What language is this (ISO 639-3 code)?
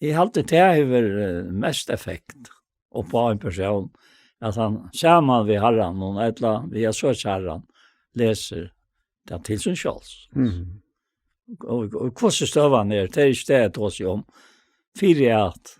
fao